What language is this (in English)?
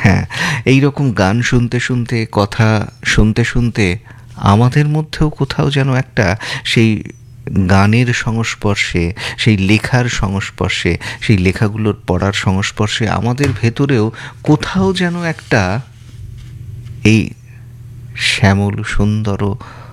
Bangla